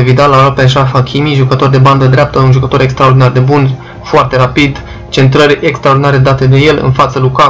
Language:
Romanian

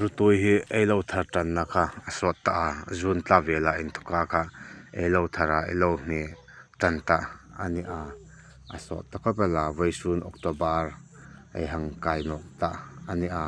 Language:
Hmar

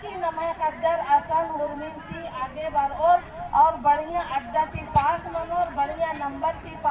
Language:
Kurukh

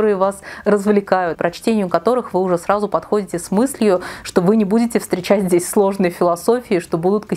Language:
Russian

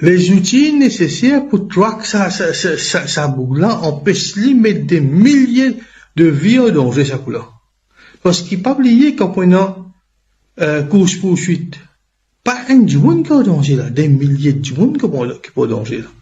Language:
Morisyen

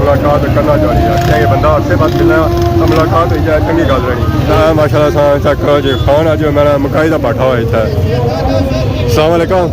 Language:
Pahari-Potwari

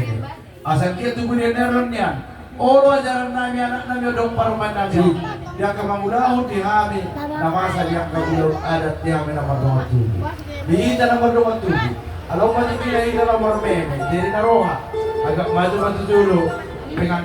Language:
Batak Toba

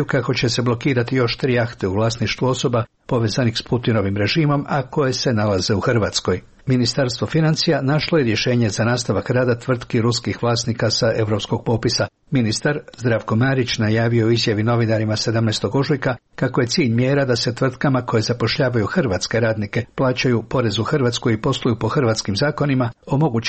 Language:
Croatian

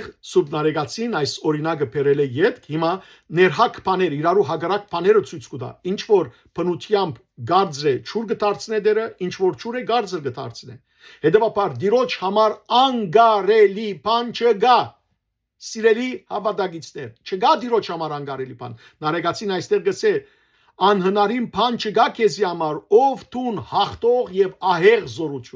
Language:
Western Armenian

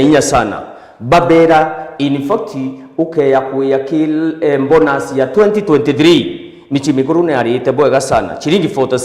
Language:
Meru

